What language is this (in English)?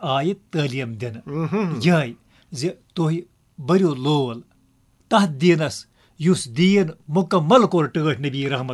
Kashmiri